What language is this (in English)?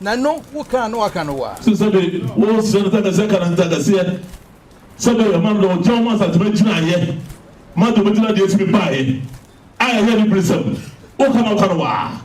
Akan